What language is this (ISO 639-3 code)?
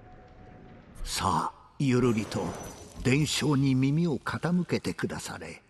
jpn